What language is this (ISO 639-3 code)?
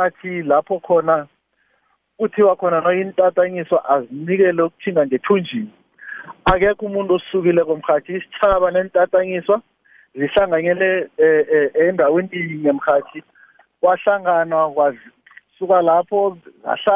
nbl